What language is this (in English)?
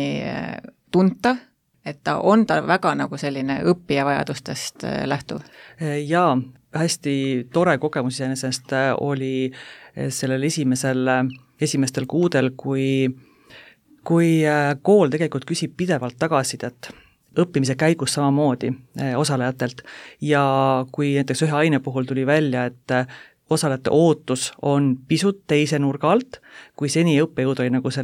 Estonian